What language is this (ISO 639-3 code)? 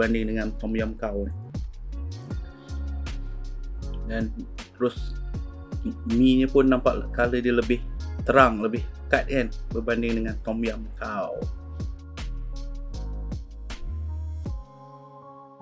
msa